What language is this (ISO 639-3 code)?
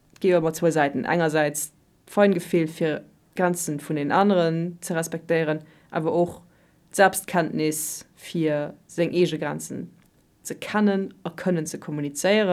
ltz